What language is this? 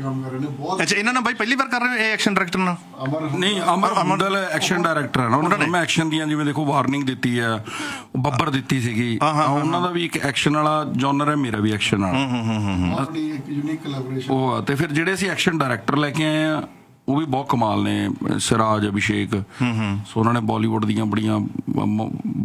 Punjabi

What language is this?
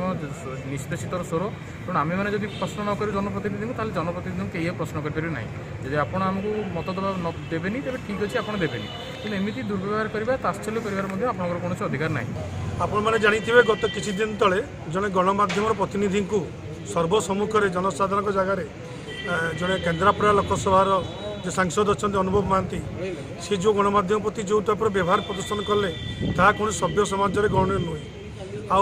Odia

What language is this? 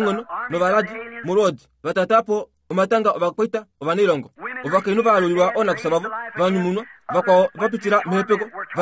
Kuanyama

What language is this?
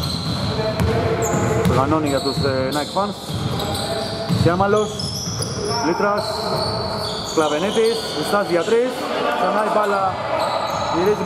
Greek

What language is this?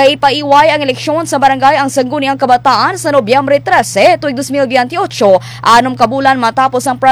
Hiligaynon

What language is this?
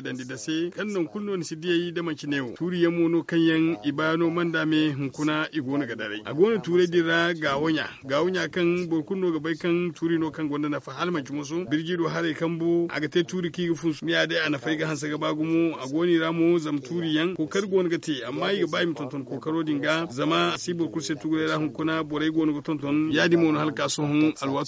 Zarma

